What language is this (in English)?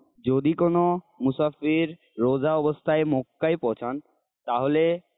Bangla